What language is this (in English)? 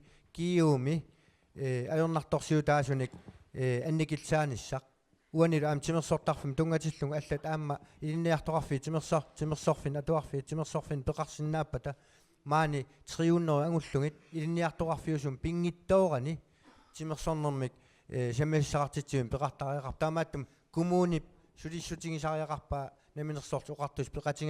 Kalaallisut